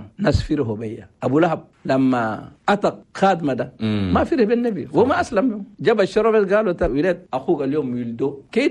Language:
Chadian Arabic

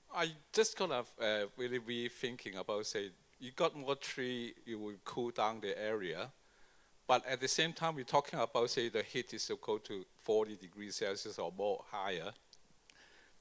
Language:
English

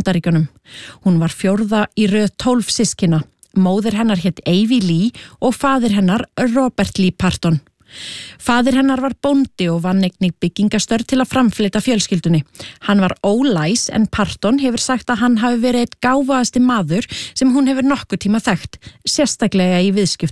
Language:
Icelandic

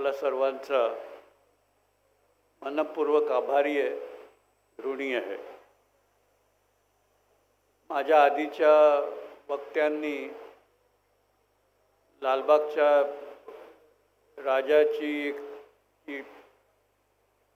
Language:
Marathi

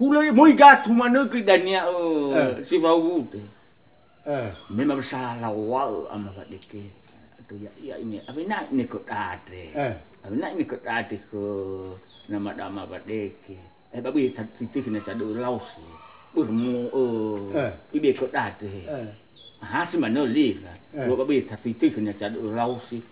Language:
Nias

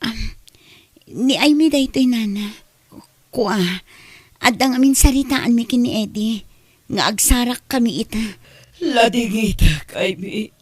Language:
Iloko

